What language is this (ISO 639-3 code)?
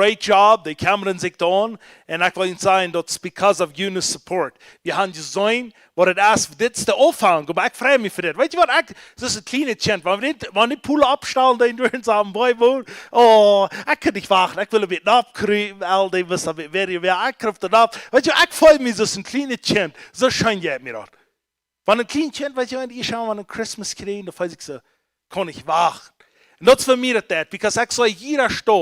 pdt